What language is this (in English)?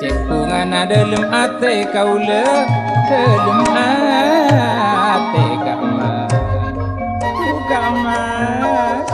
Madurese